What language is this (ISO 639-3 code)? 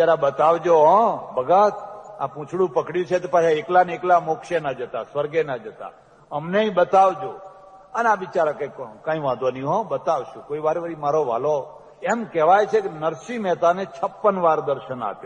guj